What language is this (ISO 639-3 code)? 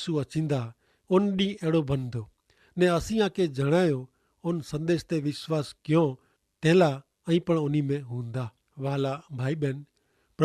kfr